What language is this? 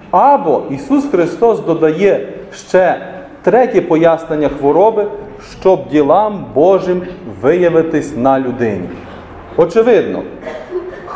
Ukrainian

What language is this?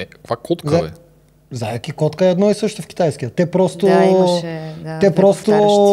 Bulgarian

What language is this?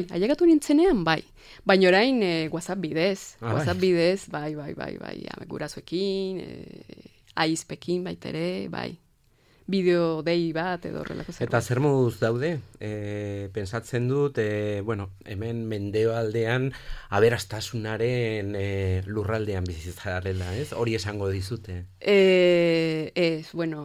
Basque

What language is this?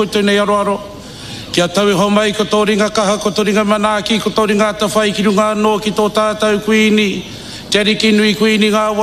Māori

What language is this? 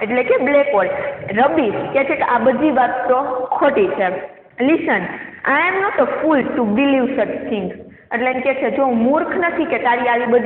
Gujarati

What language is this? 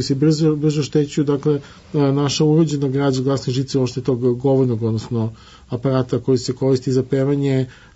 Serbian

